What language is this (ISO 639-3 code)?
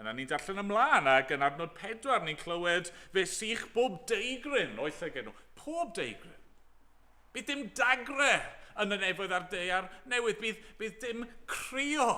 cym